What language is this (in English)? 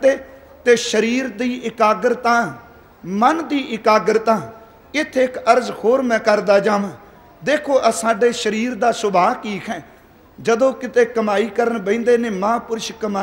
Punjabi